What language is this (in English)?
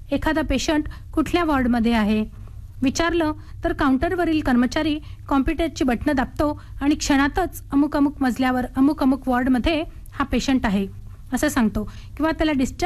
Marathi